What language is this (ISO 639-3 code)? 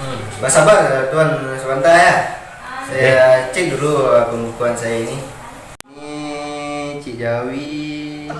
min